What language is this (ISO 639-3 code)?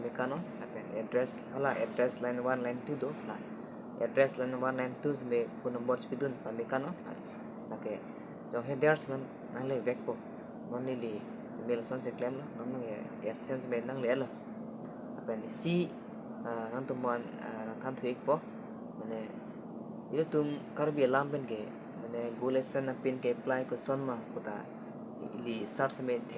mjw